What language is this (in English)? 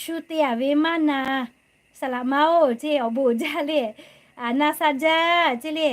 Lahu